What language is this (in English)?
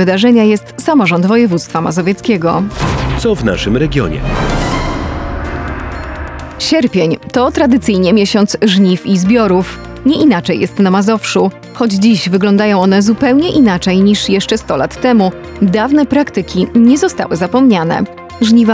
Polish